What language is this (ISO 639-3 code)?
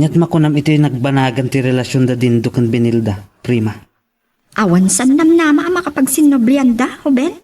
ilo